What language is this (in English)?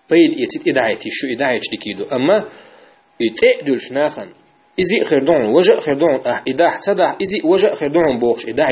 Chechen